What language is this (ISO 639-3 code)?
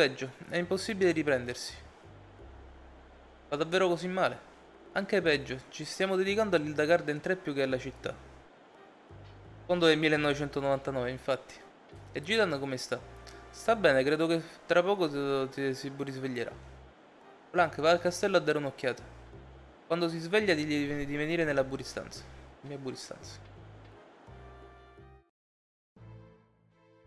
ita